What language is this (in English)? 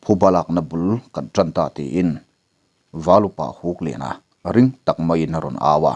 Mizo